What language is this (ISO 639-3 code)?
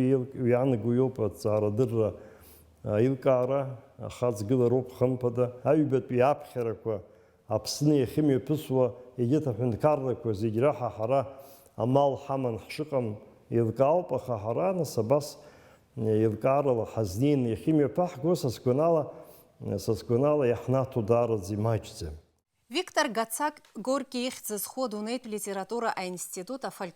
abk